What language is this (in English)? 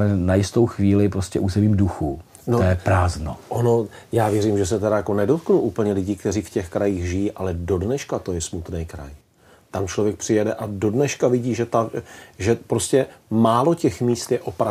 Czech